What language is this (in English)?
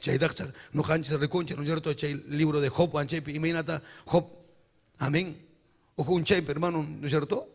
Ayacucho Quechua